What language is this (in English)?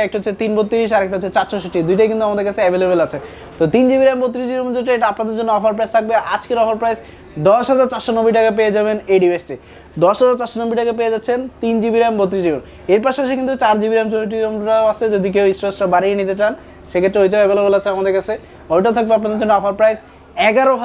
Bangla